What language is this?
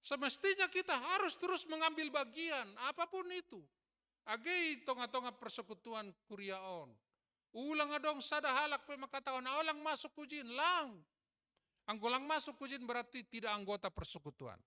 Batak Simalungun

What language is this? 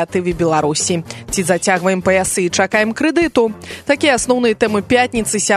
Belarusian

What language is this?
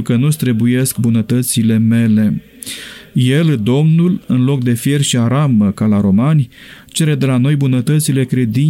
Romanian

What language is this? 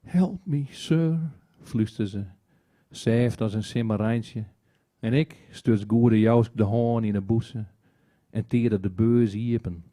Western Frisian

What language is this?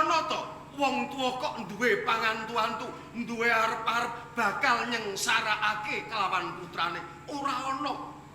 Javanese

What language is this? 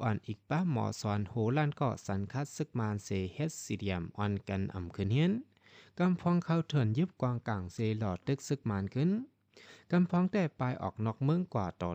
Shan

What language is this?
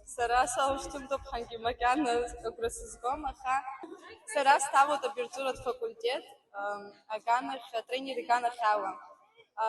Abkhazian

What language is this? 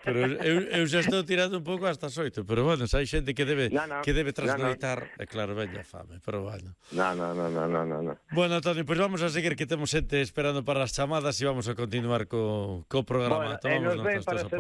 Galician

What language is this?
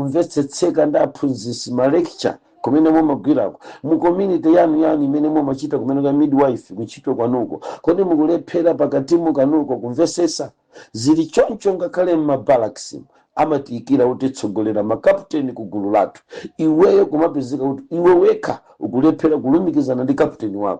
Nyanja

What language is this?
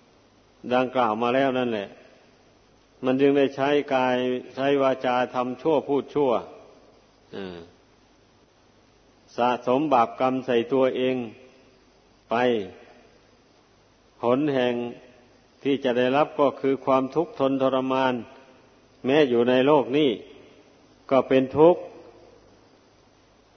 Thai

